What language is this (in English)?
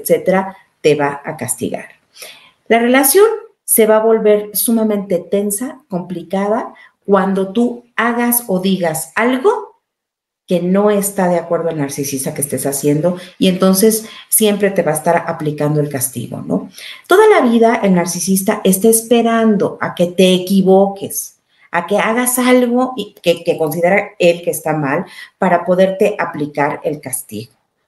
Spanish